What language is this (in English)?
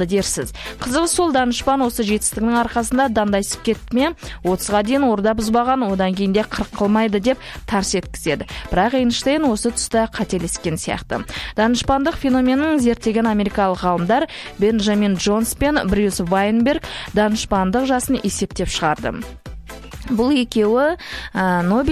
Kazakh